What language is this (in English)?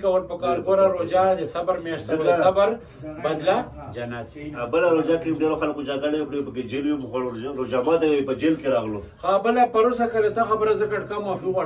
Pashto